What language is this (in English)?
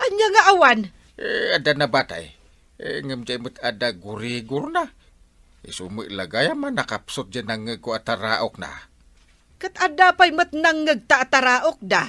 Iloko